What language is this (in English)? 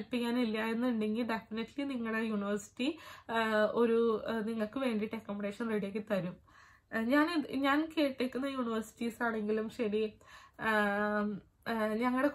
Malayalam